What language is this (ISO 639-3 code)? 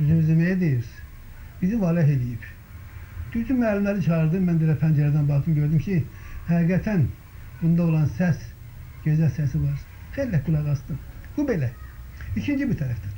aze